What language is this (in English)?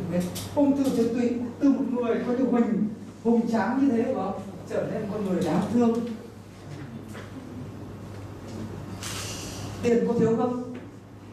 Vietnamese